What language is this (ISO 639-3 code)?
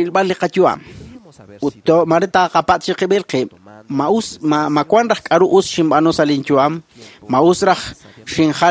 kek